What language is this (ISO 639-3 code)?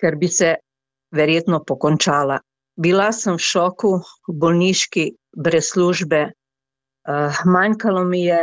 slv